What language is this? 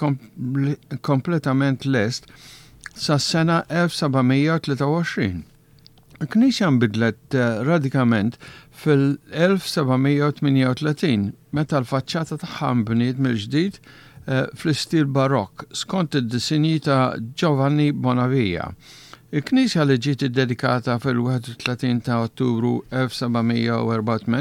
Maltese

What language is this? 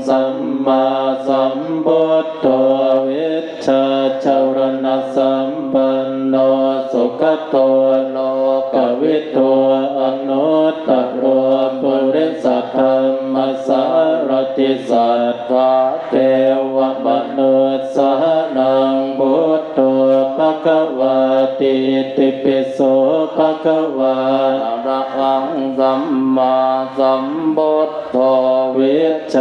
Pali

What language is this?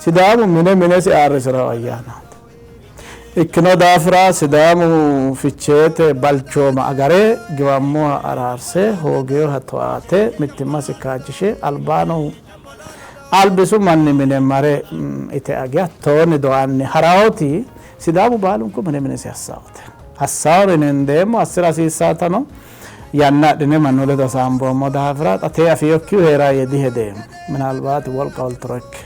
Sidamo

